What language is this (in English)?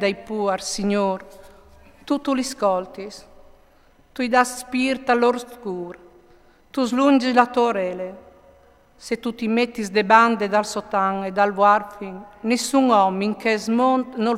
Friulian